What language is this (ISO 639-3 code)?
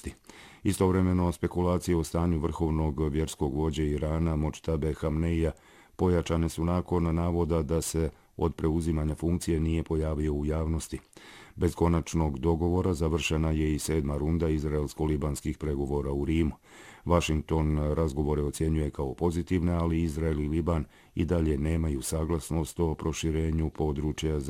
bos